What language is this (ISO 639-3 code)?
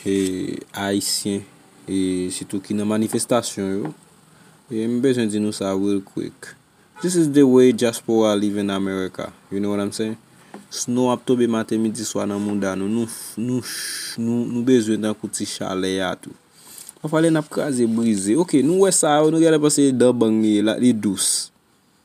hat